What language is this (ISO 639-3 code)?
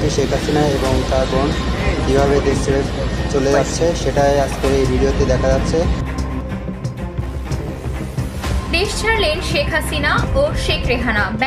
ben